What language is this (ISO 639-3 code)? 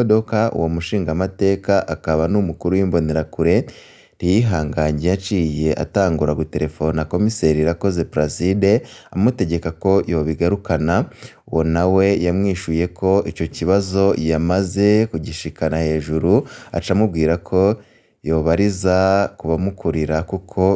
run